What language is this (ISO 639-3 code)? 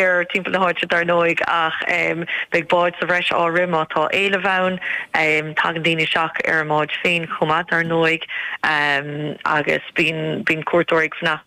gle